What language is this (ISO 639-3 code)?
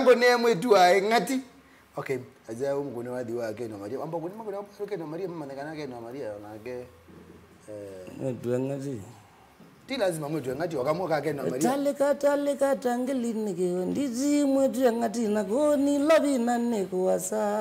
kam